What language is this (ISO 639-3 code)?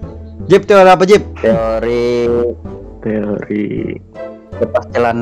bjn